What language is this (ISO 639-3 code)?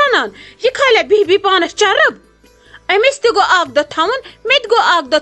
kas